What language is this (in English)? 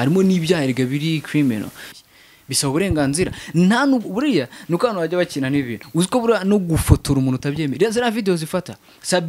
Kinyarwanda